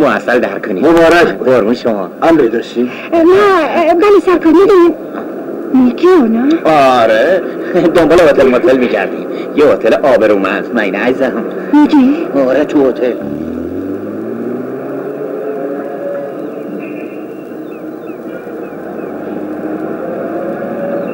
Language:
Persian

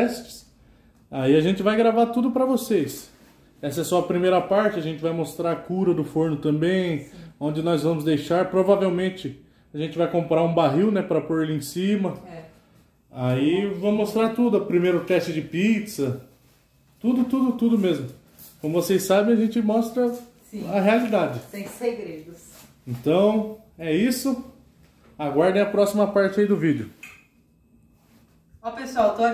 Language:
Portuguese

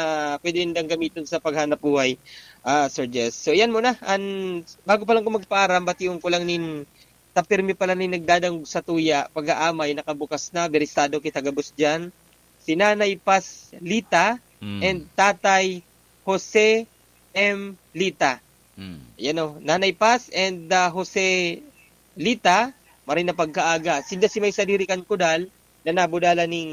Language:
Bikol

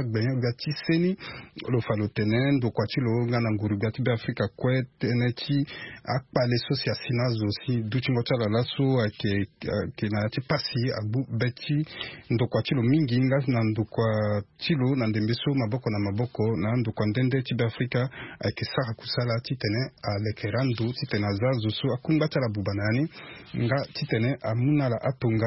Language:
Sango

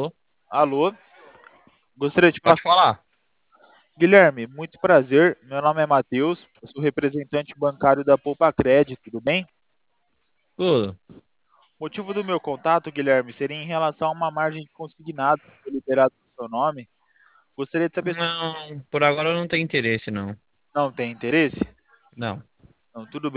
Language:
Portuguese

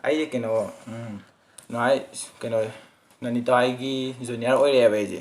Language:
Manipuri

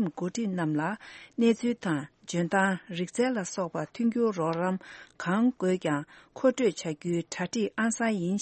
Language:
Tibetan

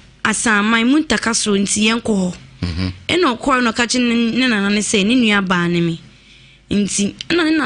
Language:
Akan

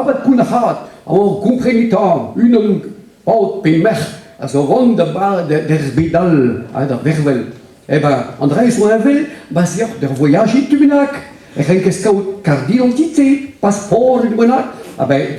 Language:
Breton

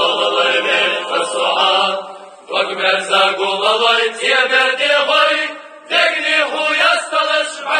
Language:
Chechen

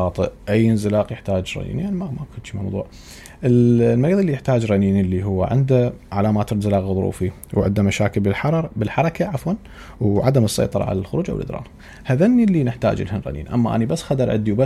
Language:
Mesopotamian Arabic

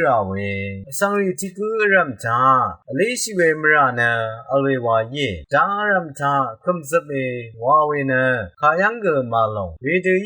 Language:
Rawang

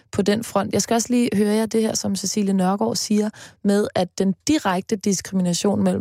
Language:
Danish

